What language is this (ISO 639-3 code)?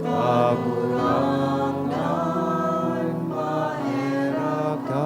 bik